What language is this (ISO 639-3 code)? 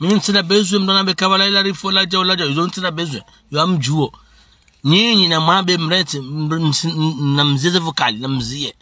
zdj